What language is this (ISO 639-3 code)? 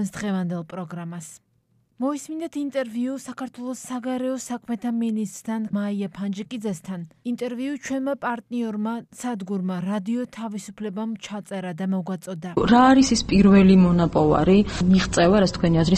kat